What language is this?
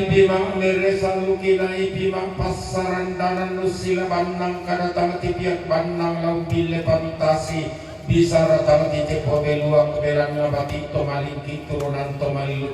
Toraja-Sa'dan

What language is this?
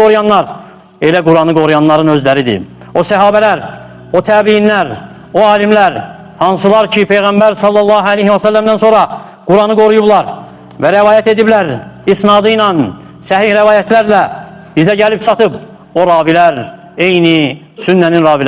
Azerbaijani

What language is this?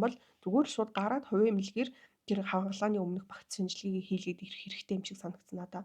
Mongolian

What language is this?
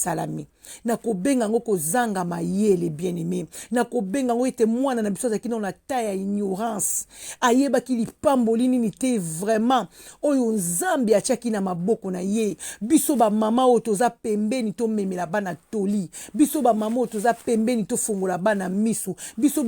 Lingala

